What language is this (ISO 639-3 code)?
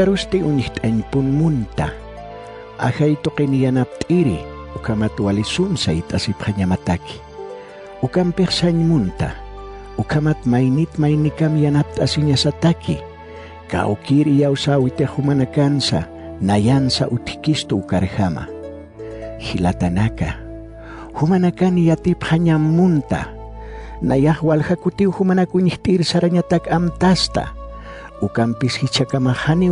aym